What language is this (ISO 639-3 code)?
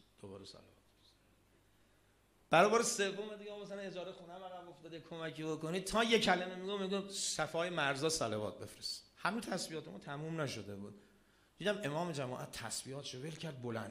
fas